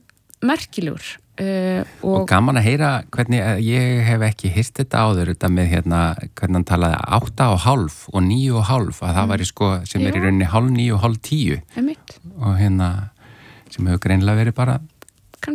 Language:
Icelandic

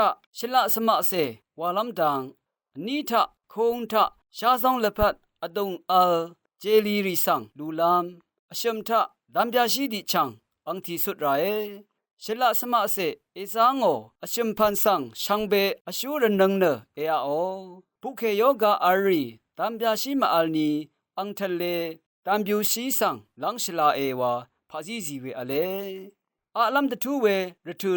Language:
Rawang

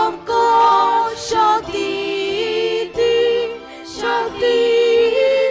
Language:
Konkani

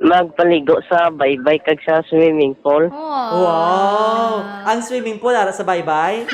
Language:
Hiligaynon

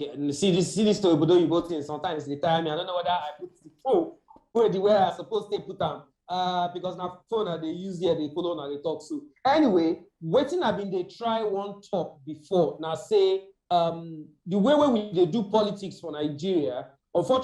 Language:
Nigerian Pidgin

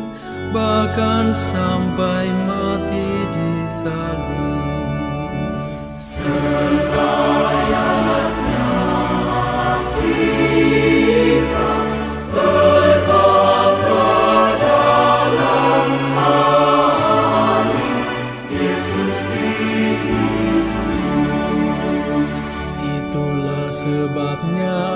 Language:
Indonesian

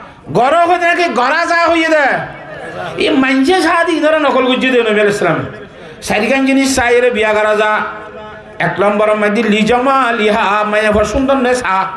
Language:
Rohingya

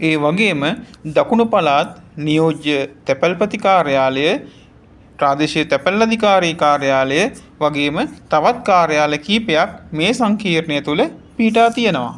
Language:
Sinhala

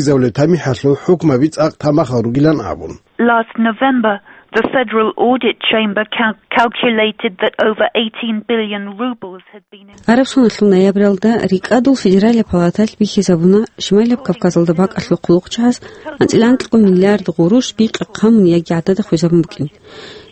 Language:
Avaric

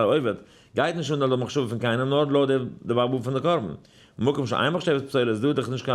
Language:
Yiddish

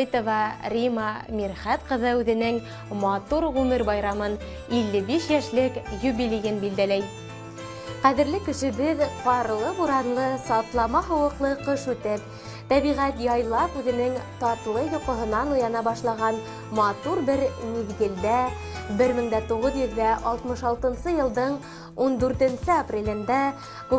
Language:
Bashkir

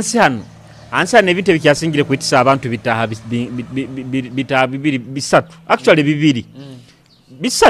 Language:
Nyoro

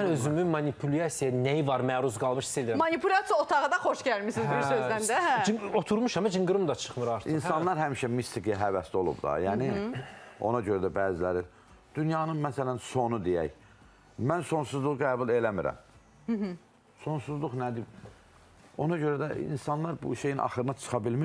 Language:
Azerbaijani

